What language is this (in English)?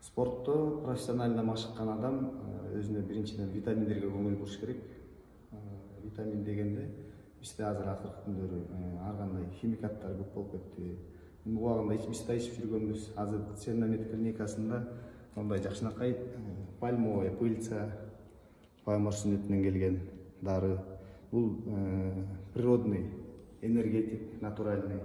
Kyrgyz